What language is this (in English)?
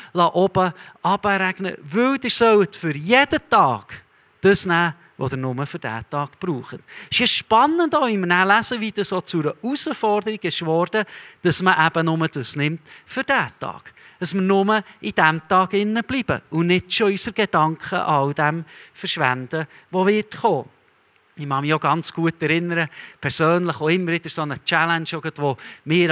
Swiss German